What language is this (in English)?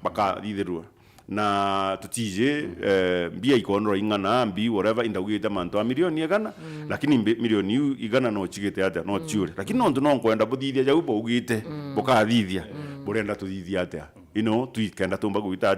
Meru